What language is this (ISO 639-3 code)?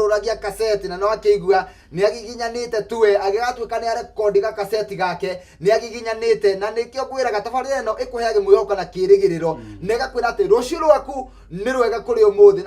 kik